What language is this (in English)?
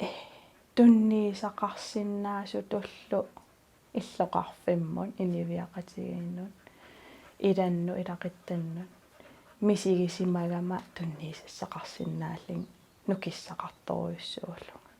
Kalaallisut